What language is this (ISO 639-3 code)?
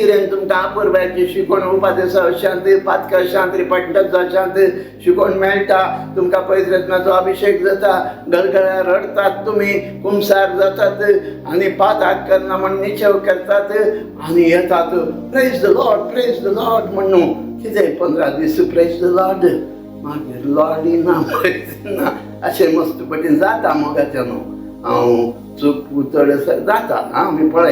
kok